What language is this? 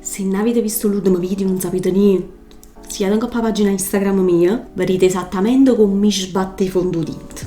Neapolitan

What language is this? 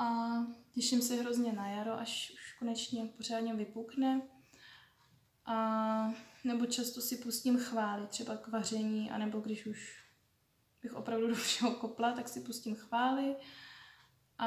Czech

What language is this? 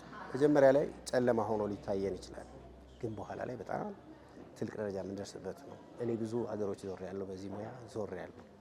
Amharic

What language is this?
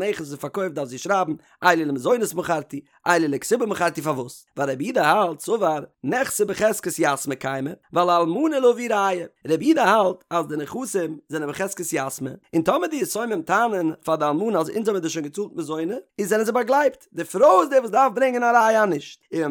Yiddish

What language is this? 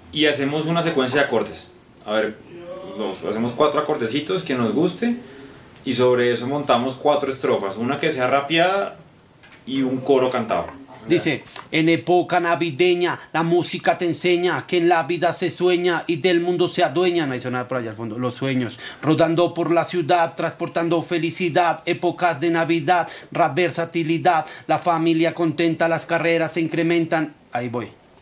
Spanish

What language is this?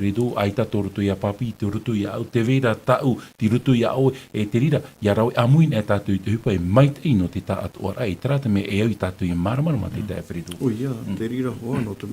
Tahitian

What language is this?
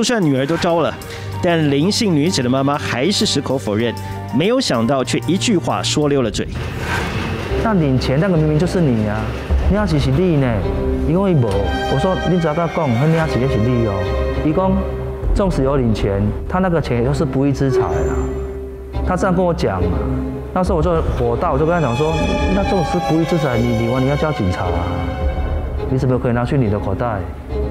Chinese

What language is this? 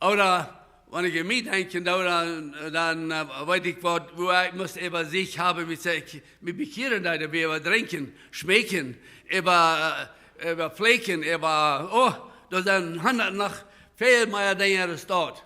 Plautdietsch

